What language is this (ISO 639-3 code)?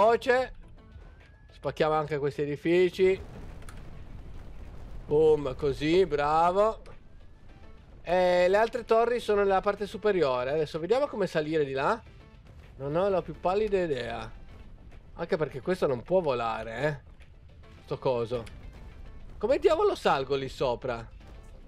ita